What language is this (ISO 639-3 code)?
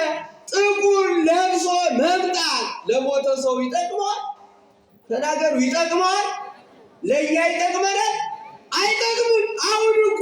amh